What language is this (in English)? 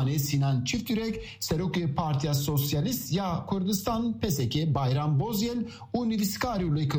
Kurdish